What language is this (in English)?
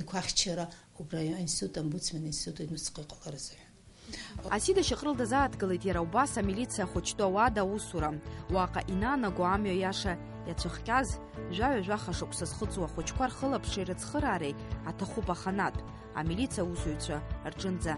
Abkhazian